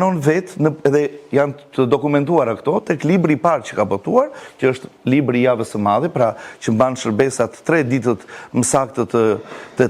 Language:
Albanian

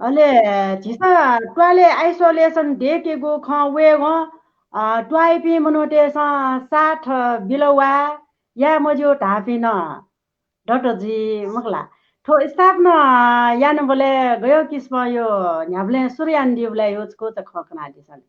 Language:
Newari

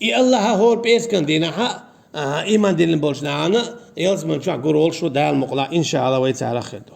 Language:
Chechen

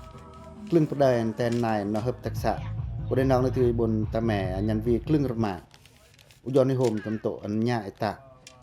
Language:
Pacoh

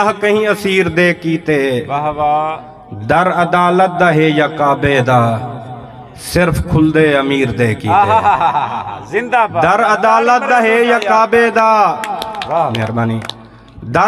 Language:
Saraiki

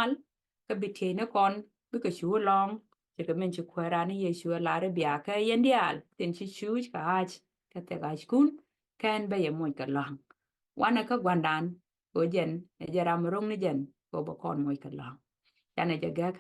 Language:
Nuer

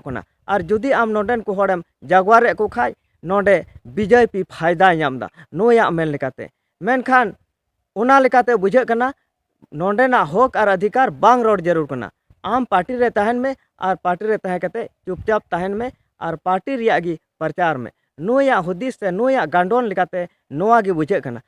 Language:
Santali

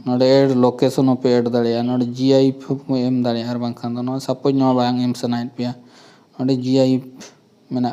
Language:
Santali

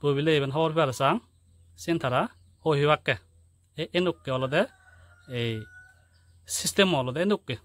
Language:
Chakma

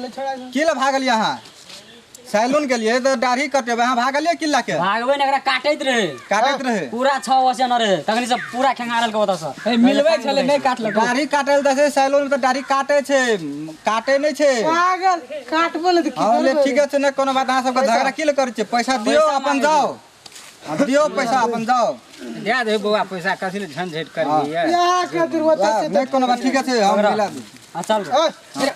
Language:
Maithili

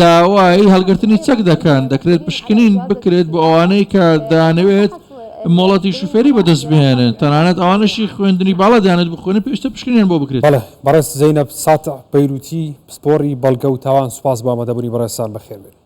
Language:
Central Kurdish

